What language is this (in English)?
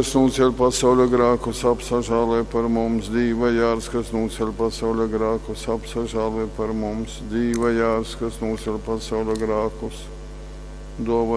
Latgalian